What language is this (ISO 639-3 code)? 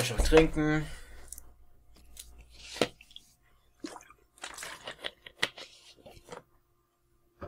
deu